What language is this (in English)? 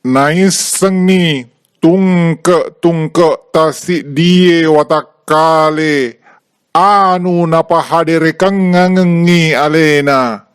Buginese